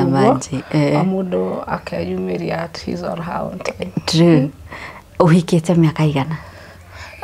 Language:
Kikuyu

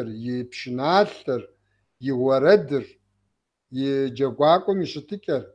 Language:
Kabardian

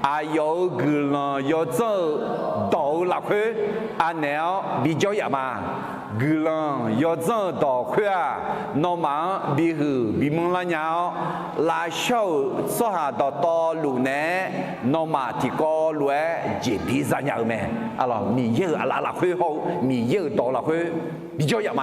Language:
Akha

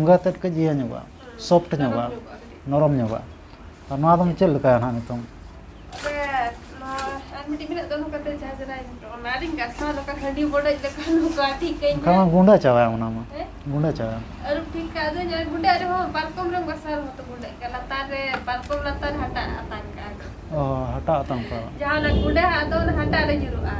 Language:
Santali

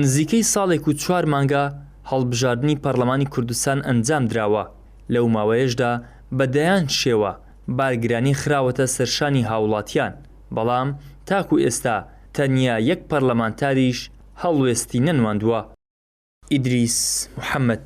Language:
Central Kurdish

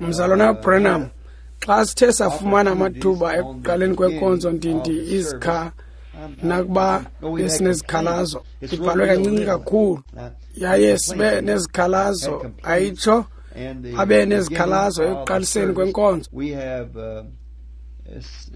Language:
Xhosa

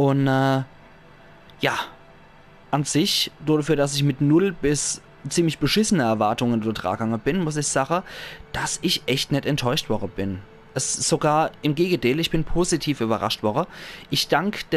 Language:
Palatine German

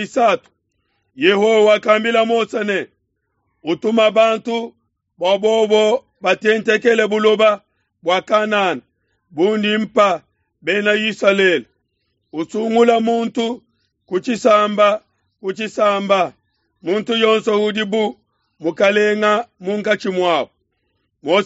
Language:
Luba-Lulua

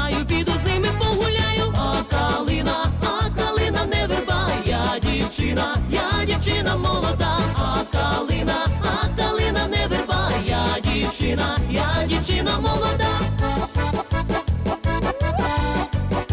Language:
Ukrainian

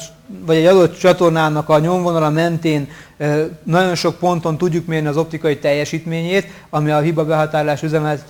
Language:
Hungarian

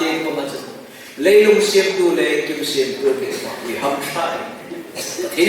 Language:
Hmar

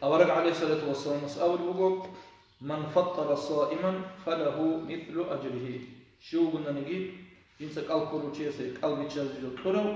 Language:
Avaric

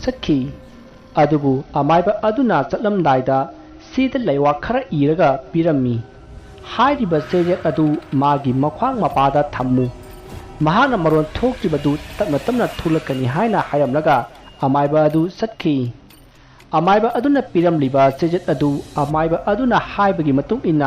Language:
Manipuri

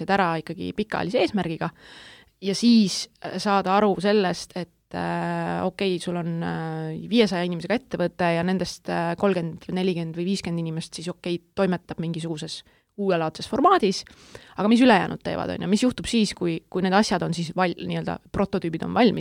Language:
Estonian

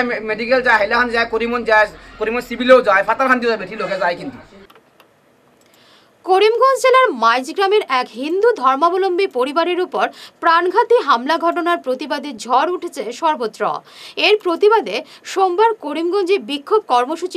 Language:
Bangla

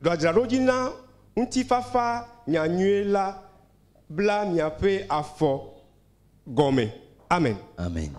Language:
Ewe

